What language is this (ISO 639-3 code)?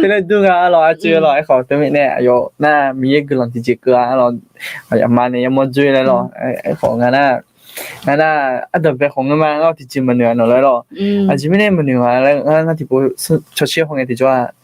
ahk